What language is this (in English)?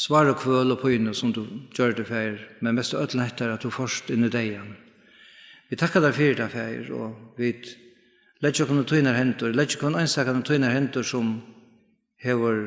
Faroese